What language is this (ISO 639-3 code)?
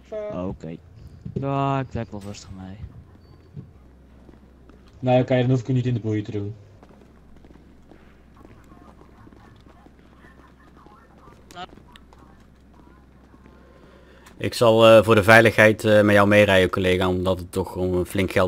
nld